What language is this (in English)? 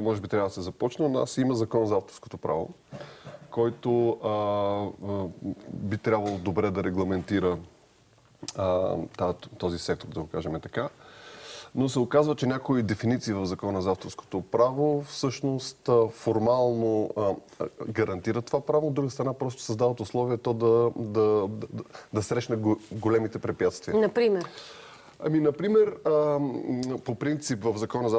Bulgarian